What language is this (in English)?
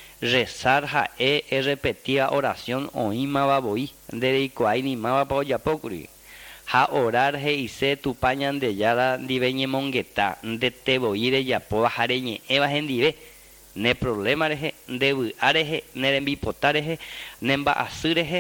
Guarani